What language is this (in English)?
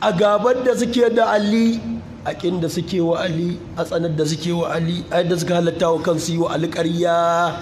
Hausa